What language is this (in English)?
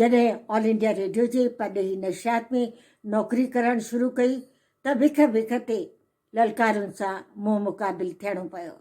Sindhi